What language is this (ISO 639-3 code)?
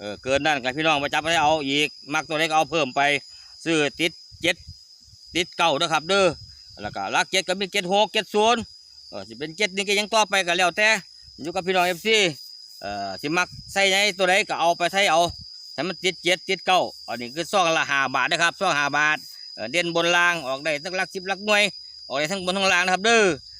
tts